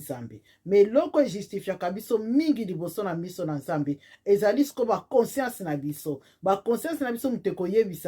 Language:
Lingala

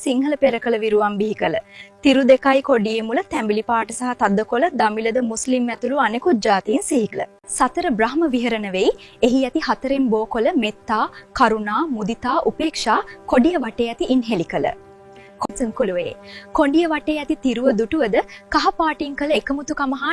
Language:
Sinhala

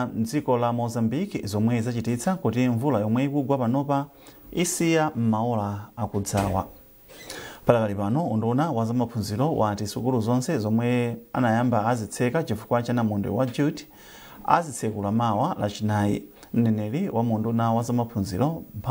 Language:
Nyanja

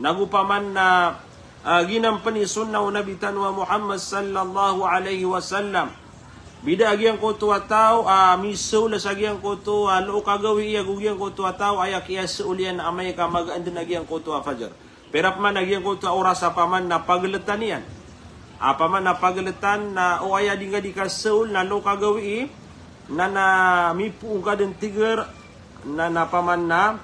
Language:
Maranao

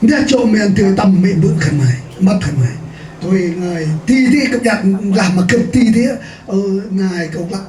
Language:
Central Mnong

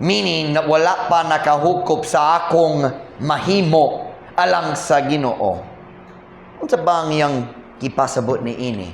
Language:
Cebuano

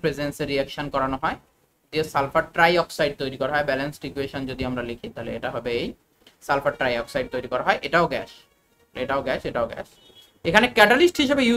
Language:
Bangla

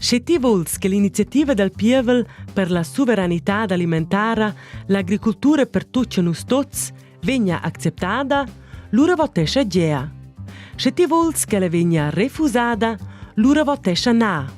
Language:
Romansh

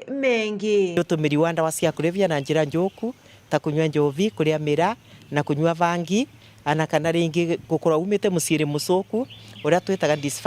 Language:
Meru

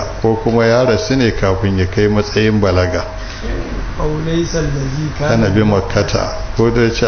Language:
Hausa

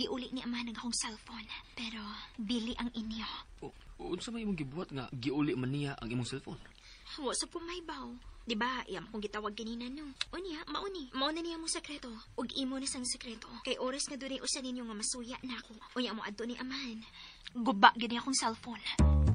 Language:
Cebuano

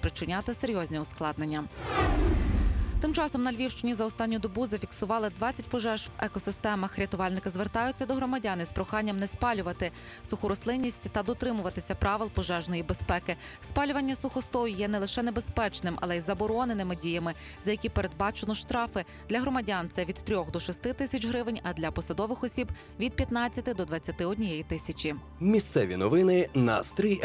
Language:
Ukrainian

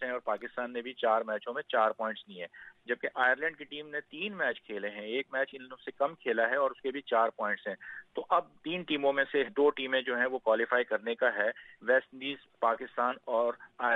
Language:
Urdu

